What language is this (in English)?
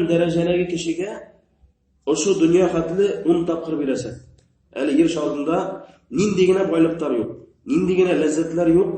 Bashkir